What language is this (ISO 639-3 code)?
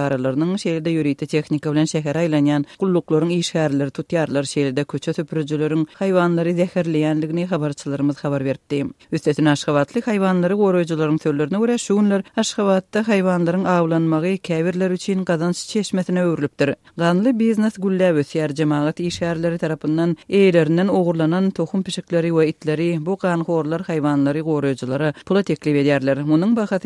tuk